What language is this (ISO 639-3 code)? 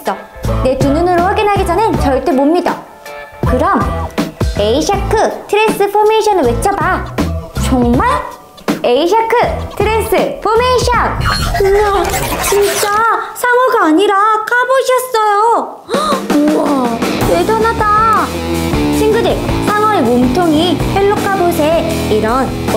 kor